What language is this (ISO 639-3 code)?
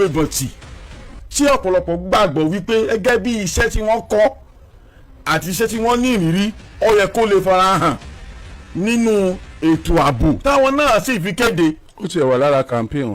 yor